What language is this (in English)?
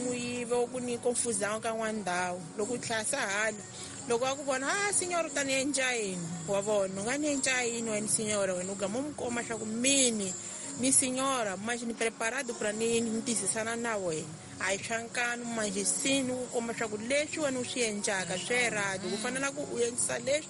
Tsonga